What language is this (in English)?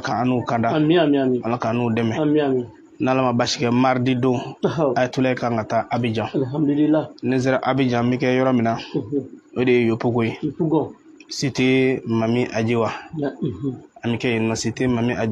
Bambara